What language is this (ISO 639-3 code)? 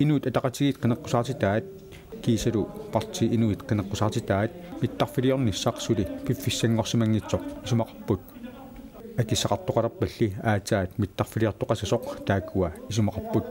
kal